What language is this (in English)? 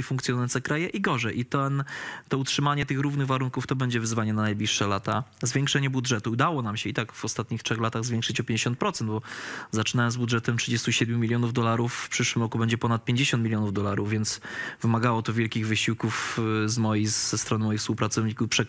Polish